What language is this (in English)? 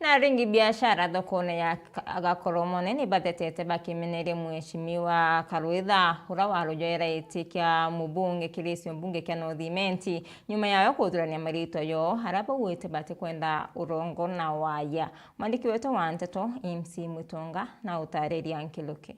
Meru